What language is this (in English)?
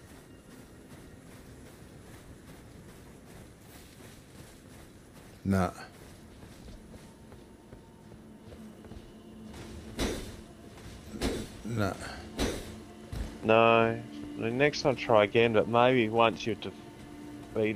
English